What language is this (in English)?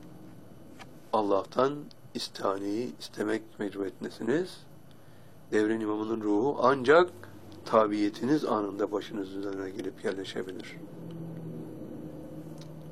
Turkish